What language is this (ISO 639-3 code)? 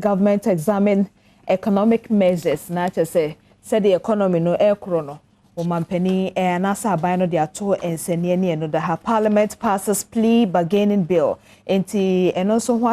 aka